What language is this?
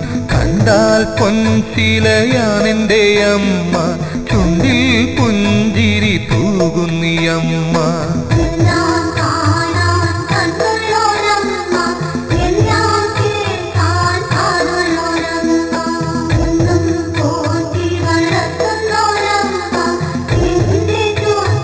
Malayalam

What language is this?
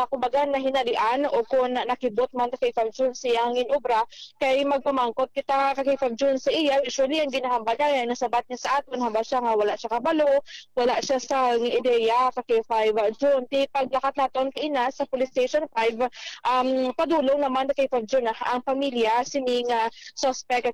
Hiligaynon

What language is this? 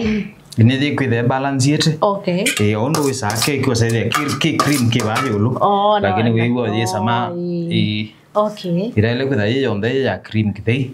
Kamba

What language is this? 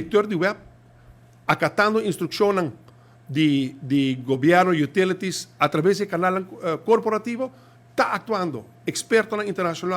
Papiamento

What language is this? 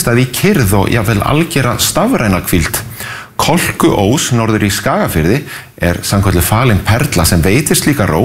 Icelandic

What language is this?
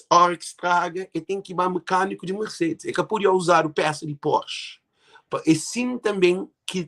Kabuverdianu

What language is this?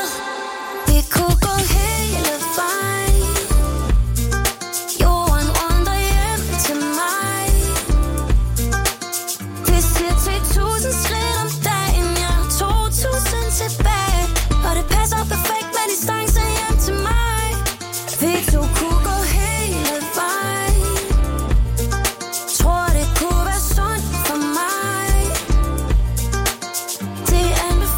Danish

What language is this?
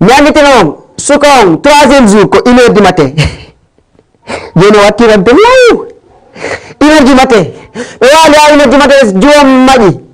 Fula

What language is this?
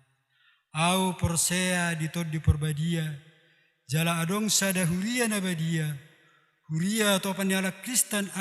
Batak Toba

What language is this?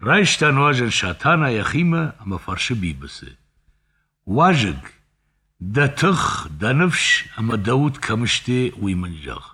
Ossetic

